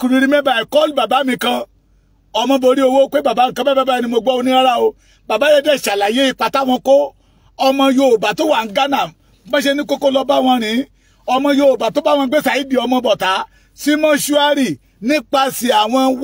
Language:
Yoruba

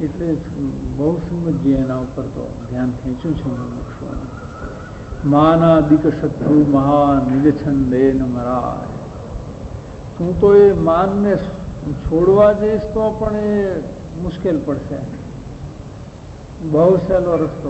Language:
Gujarati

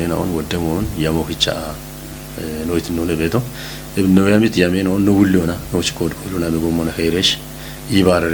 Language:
Kafa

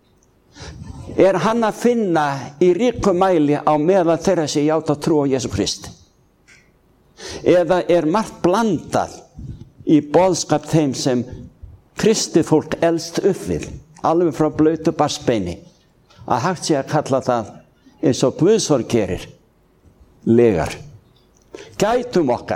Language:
Icelandic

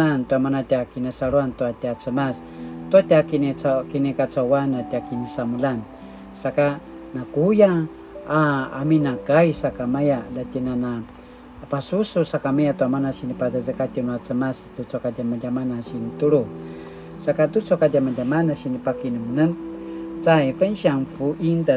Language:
Paiwan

